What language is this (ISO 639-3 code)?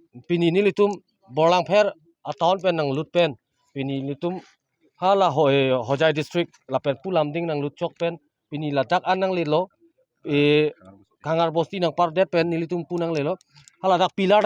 mjw